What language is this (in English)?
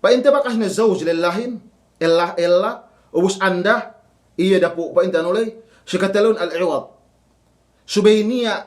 Yakan